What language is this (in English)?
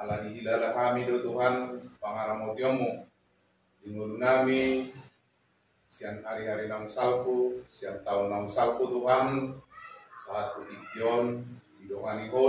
Batak Toba